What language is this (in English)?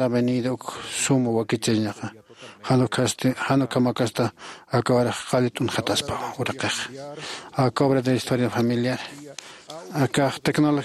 Aymara